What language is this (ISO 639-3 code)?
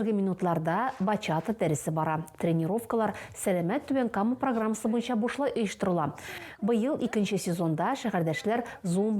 tat